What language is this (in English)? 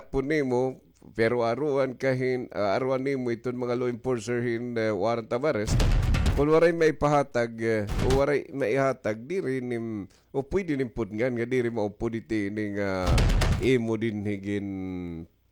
Waray